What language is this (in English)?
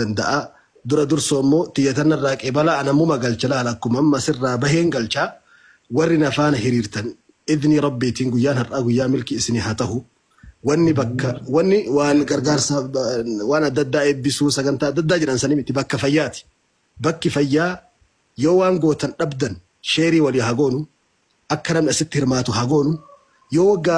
Oromo